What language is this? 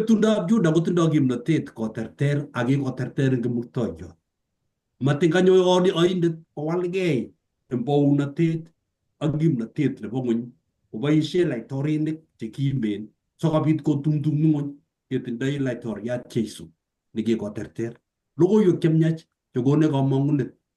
Kalenjin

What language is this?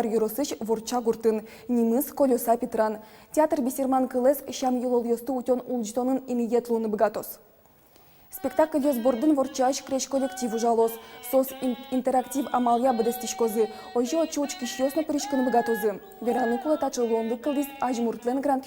Udmurt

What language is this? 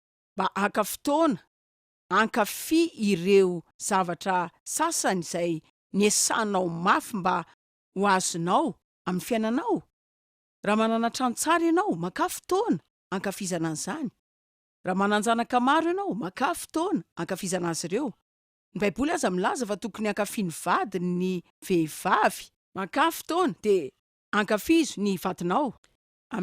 Malagasy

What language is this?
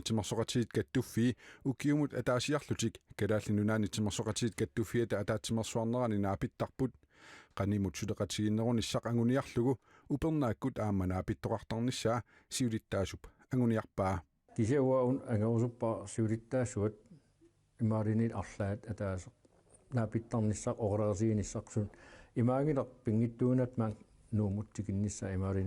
Kalaallisut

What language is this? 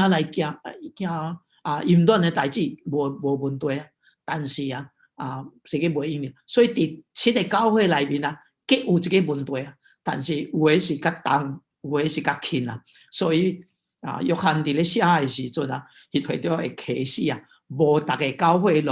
Min Nan Chinese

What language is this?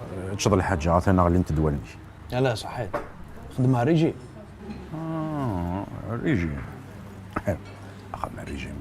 Kabyle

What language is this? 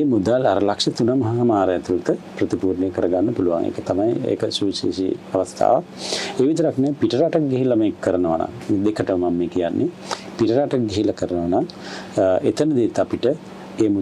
Sinhala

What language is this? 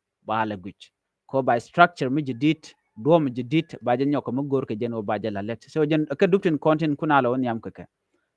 Nuer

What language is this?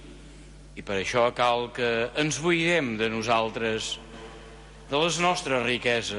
Catalan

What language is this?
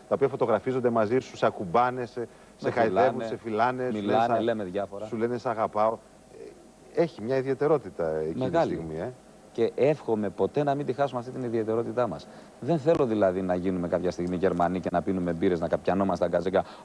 Greek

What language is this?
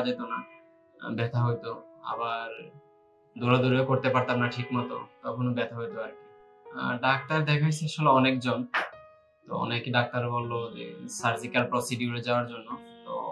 Bangla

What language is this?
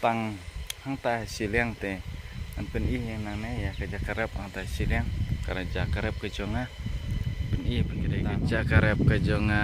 Khasi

